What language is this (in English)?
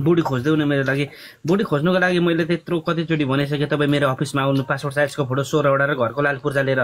Nepali